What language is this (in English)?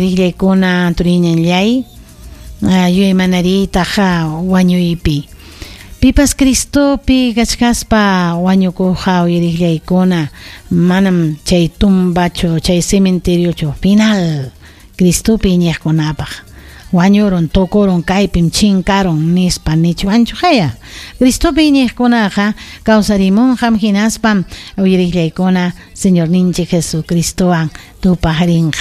Ayacucho Quechua